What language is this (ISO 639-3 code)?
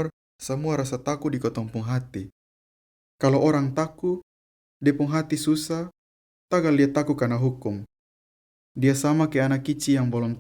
mkn